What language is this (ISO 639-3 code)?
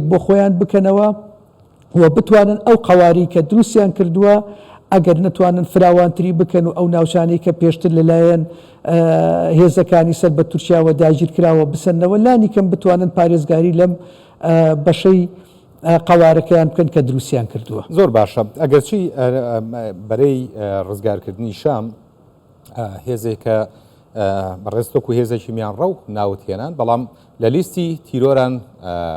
ckb